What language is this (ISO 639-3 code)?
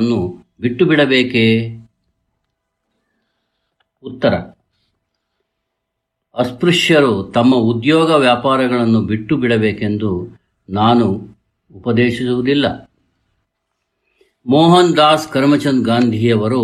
kan